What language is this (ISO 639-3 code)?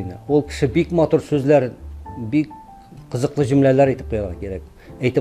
tat